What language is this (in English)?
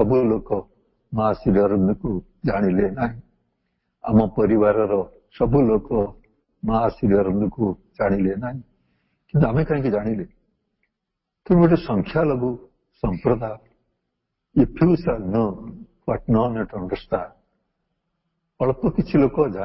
Odia